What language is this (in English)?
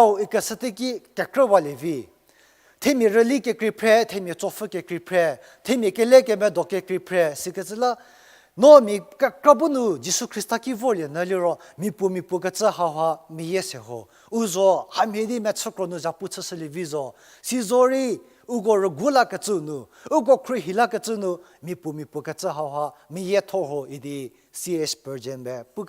Angami Naga